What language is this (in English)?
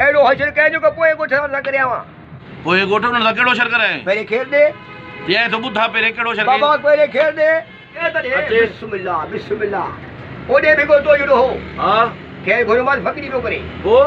Sindhi